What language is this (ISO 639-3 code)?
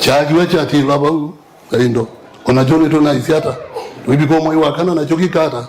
kam